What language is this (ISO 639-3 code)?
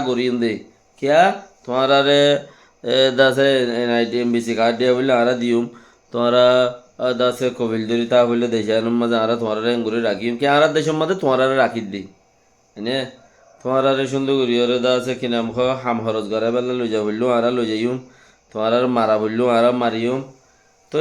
rhg